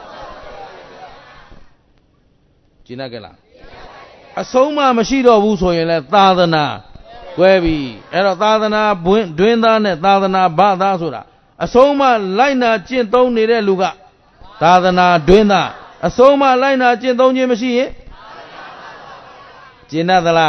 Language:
Burmese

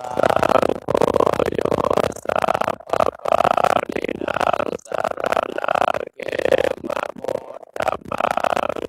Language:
Pali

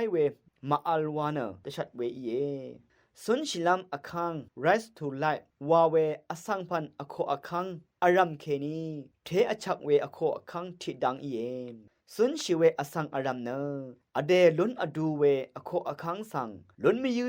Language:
Rawang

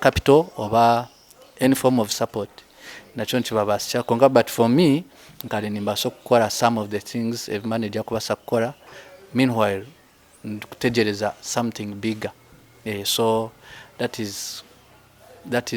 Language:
Nyankole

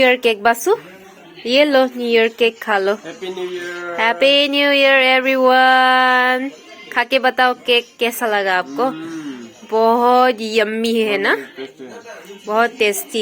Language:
Karbi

